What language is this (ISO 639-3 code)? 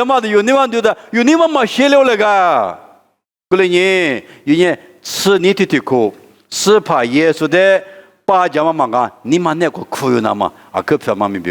lis